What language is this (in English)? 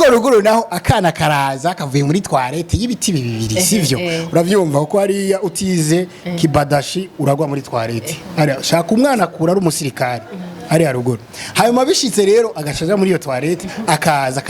Rundi